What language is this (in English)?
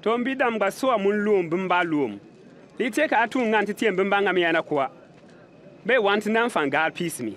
Bimoba